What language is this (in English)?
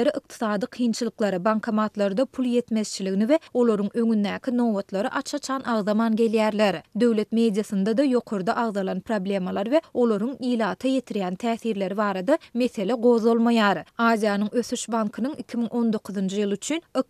Turkmen